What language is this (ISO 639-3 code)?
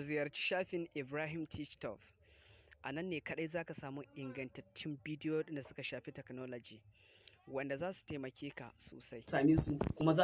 hau